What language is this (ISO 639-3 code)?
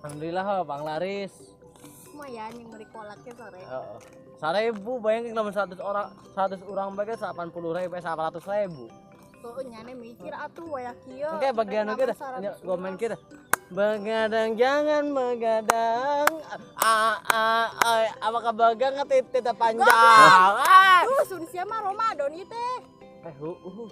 sun